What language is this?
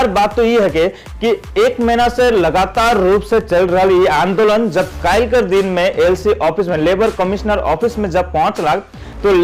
Sadri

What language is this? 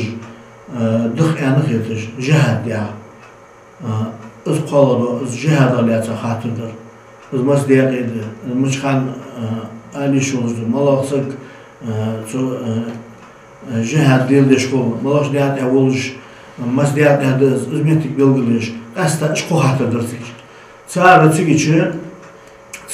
Ingush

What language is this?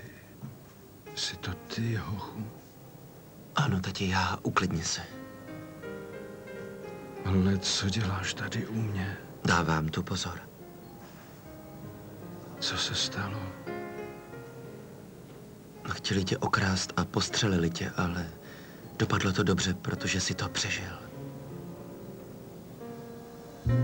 Czech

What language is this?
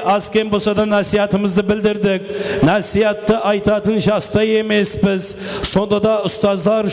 Kara-Kalpak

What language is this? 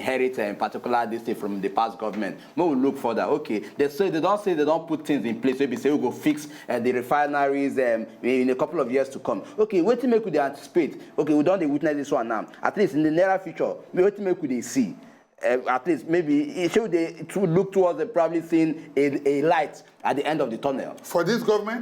Nigerian Pidgin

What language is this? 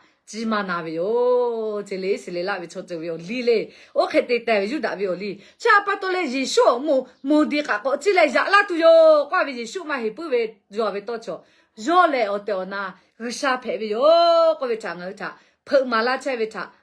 Lahu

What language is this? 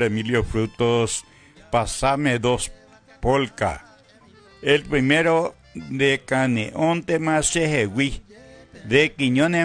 Guarani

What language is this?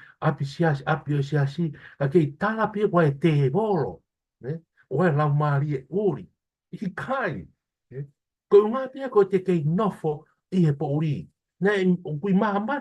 Tongan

